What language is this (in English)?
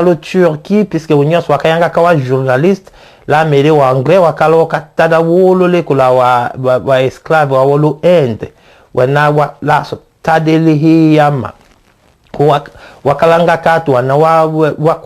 Tetela